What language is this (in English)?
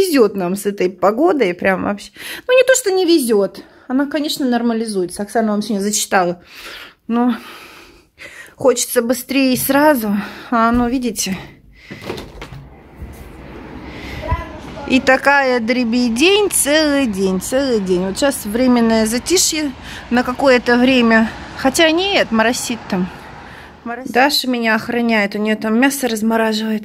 Russian